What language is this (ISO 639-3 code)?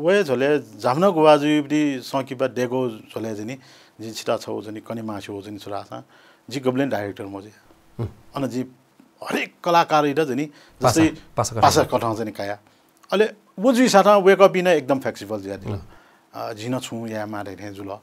new